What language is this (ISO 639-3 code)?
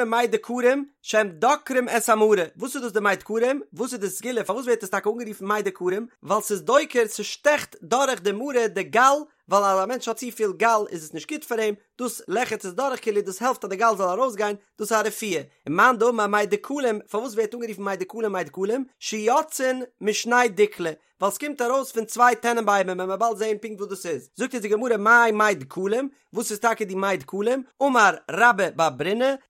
yid